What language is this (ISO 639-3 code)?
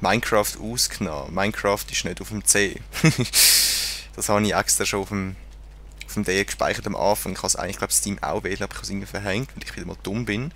gsw